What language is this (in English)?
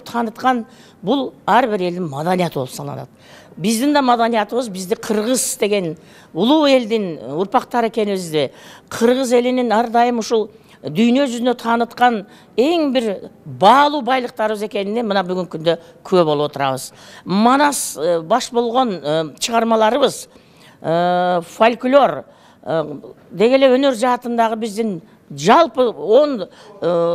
Kyrgyz